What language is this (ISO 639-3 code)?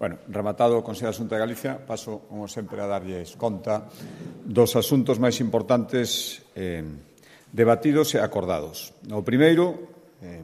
glg